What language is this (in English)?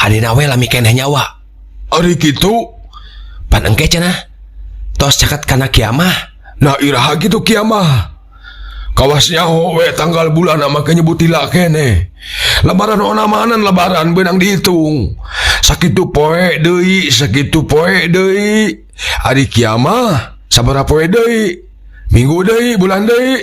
Sundanese